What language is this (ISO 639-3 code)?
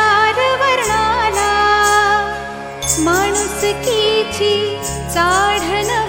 mar